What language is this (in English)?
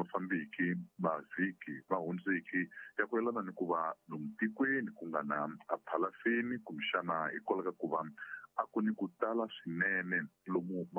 Tsonga